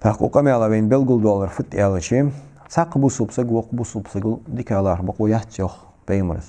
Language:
Ingush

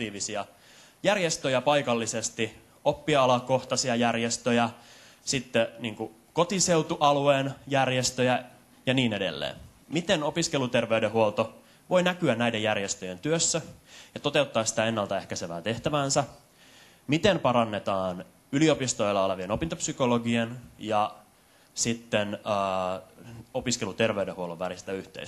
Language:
Finnish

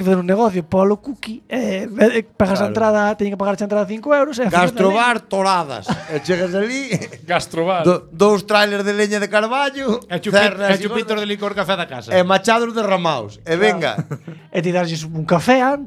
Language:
Galician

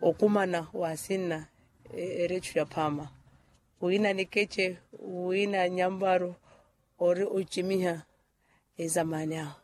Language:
Makhuwa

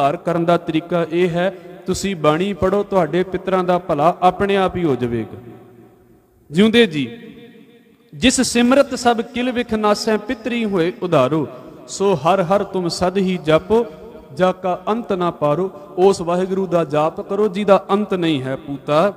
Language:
Punjabi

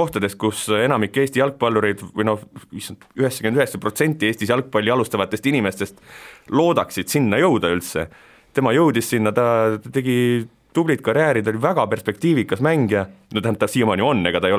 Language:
Estonian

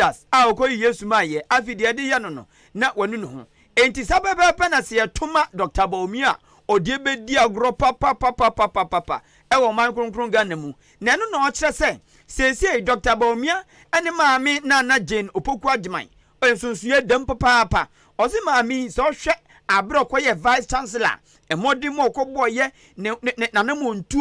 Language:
Akan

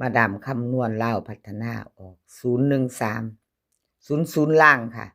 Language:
Northeastern Thai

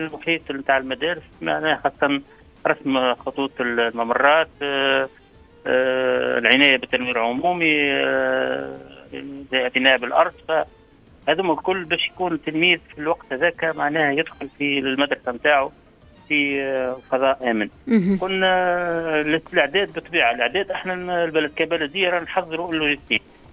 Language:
Tunisian Arabic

